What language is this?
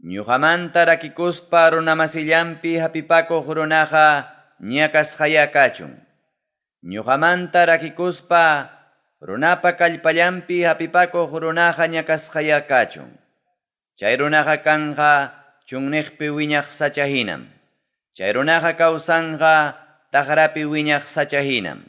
Ayacucho Quechua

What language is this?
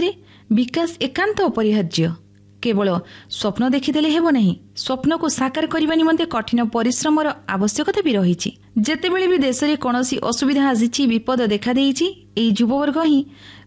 Odia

